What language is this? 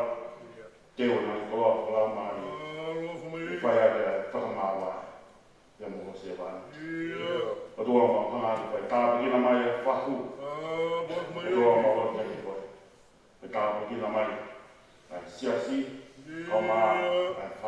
Tongan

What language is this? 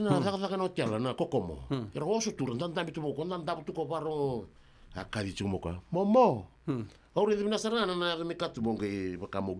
Fijian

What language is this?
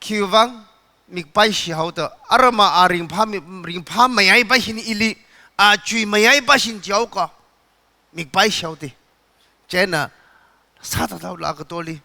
Tangkhul Naga (India)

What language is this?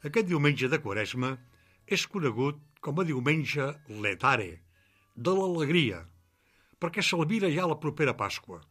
Catalan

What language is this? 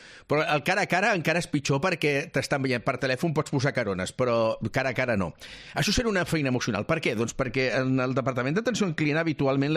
Catalan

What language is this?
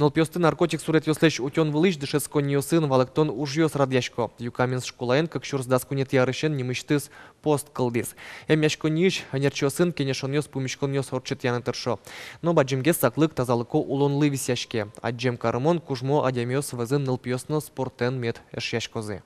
Udmurt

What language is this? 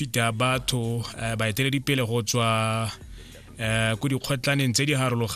Tswana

